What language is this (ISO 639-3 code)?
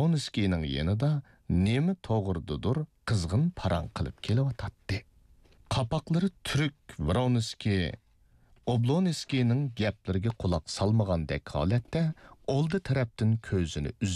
uig